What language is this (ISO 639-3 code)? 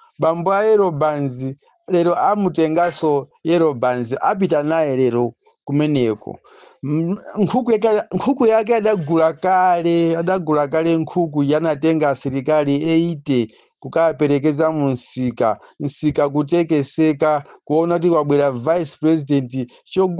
nya